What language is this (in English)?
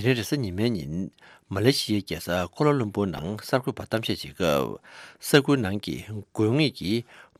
Tibetan